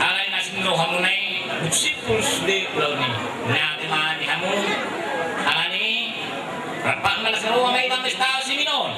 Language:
Batak Toba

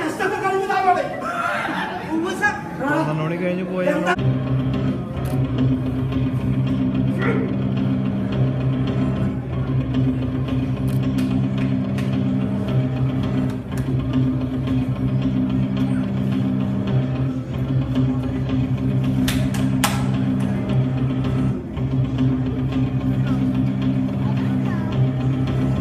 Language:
Malayalam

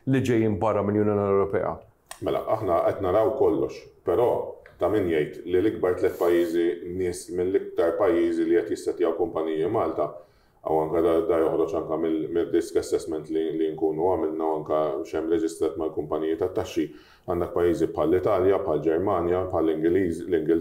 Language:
Maltese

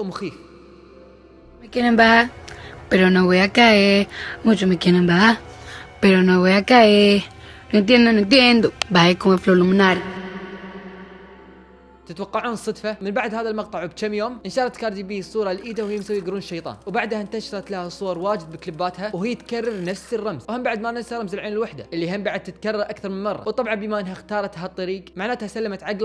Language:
Gulf Arabic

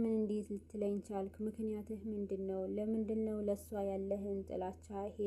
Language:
Amharic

